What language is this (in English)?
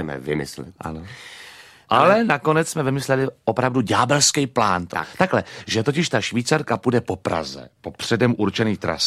Czech